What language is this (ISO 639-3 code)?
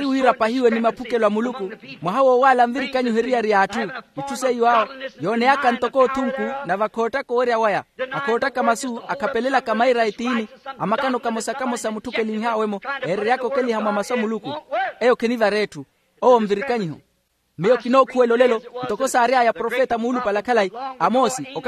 vmw